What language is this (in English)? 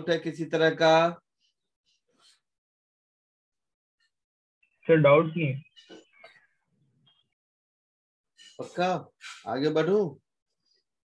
Hindi